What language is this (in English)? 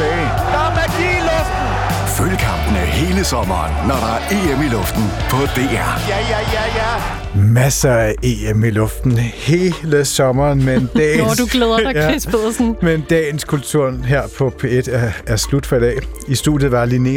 Danish